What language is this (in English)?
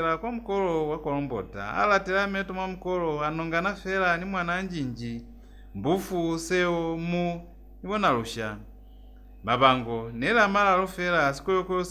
Lozi